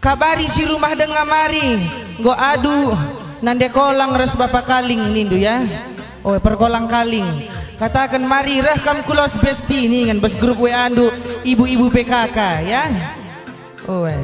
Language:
Batak Karo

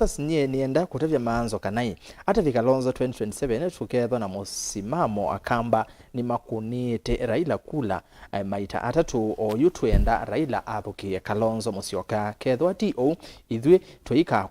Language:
Kamba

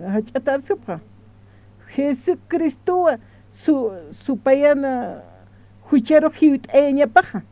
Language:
Aymara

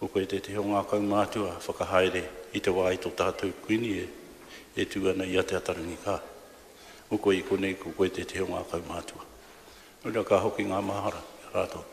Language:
Māori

